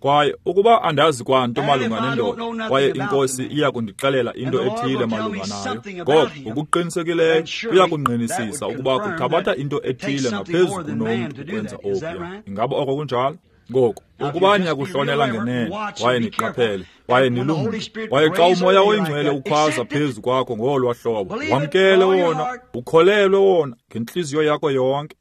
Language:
Xhosa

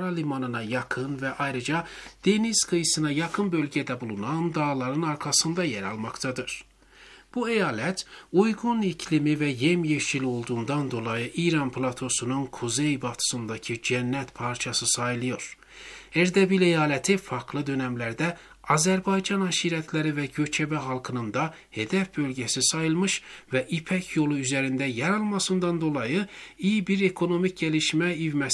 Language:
Turkish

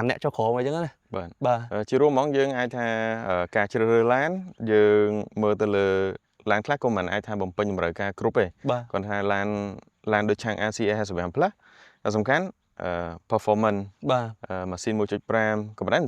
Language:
Khmer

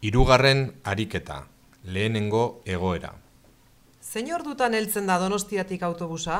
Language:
Basque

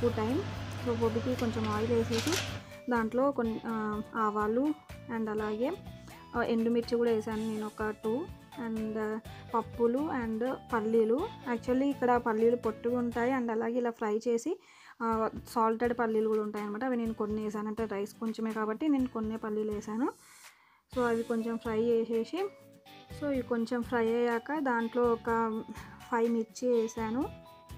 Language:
Telugu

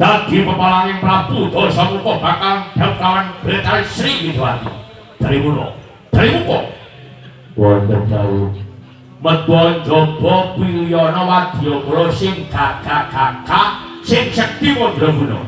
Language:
Javanese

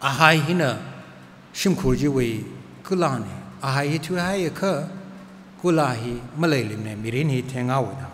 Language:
Tangkhul Naga (India)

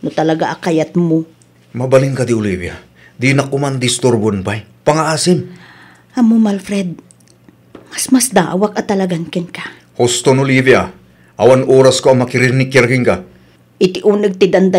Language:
Iloko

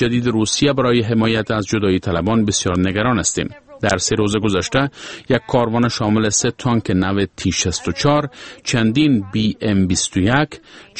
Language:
Persian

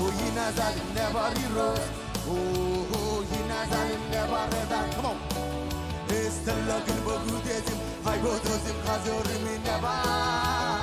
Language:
Marshallese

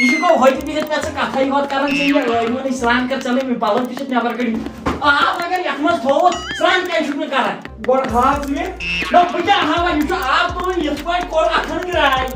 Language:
Kashmiri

